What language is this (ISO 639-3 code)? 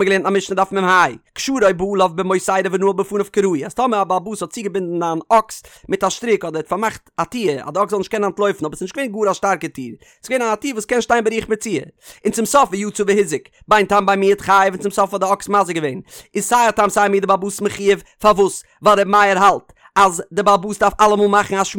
yid